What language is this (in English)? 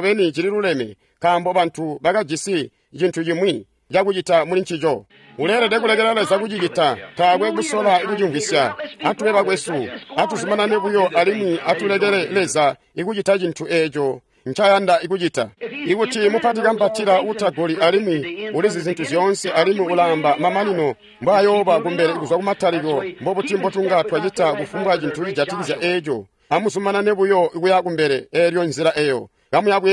Tonga (Zambia)